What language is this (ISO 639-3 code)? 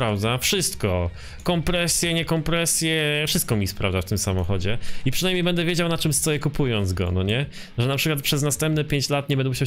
pol